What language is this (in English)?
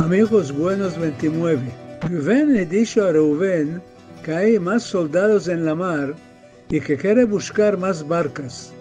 Ladino